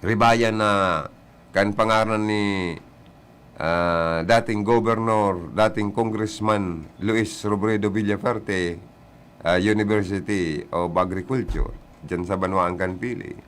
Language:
Bikol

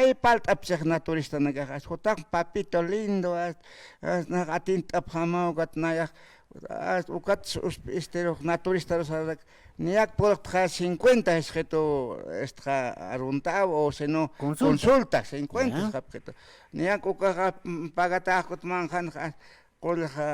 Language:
Aymara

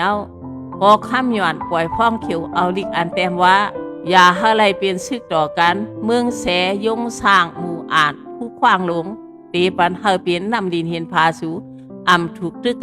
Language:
Shan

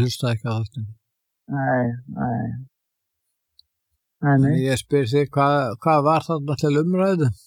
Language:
Icelandic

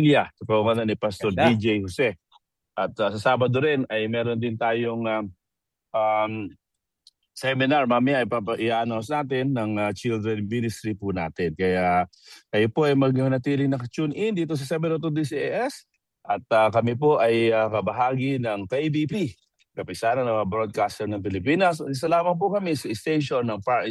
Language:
Filipino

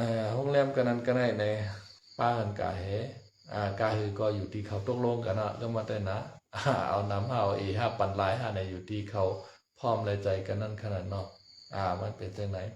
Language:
Shan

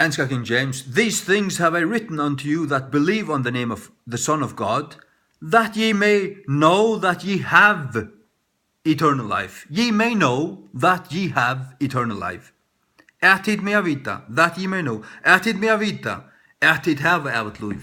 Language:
Faroese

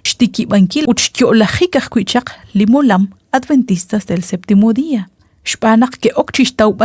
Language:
Kekchí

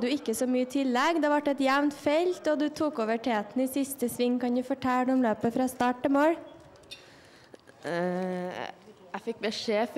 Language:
Norwegian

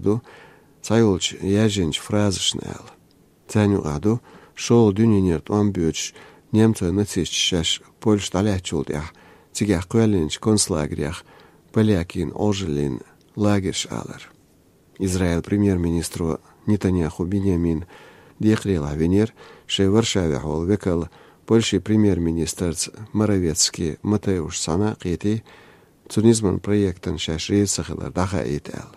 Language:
Chechen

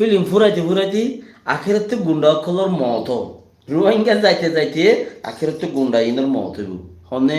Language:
Rohingya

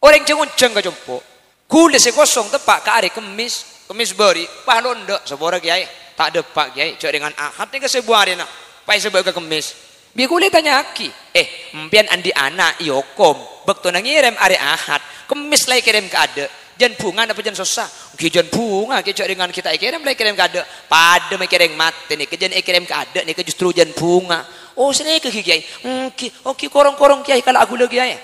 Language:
Madurese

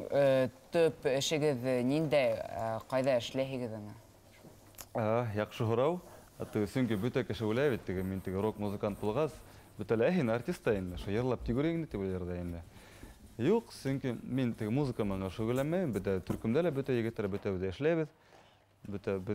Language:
Bashkir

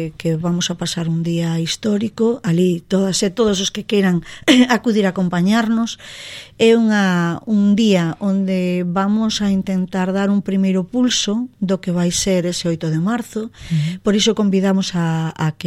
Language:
Galician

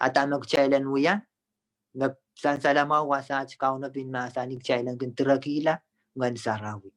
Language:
Pohnpeian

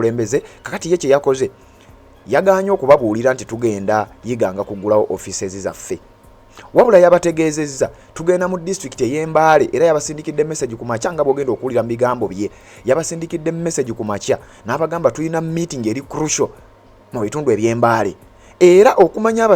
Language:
Ganda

